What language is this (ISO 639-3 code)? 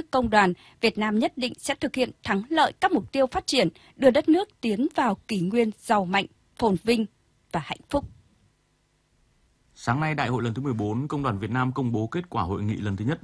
vie